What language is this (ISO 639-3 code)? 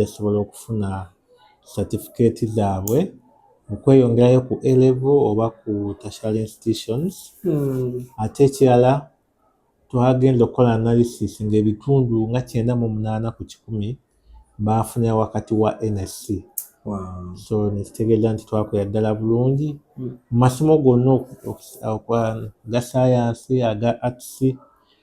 lug